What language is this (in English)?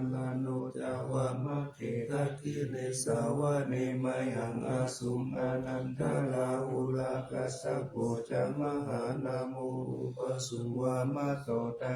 Pali